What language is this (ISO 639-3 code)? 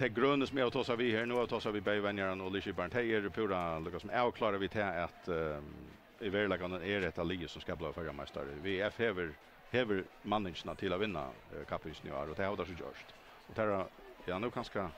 fao